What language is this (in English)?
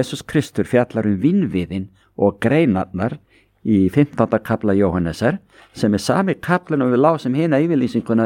Icelandic